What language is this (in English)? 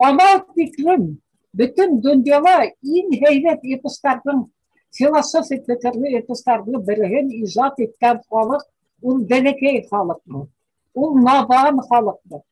Bashkir